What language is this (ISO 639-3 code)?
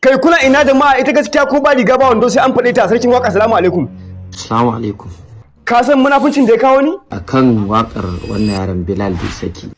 hau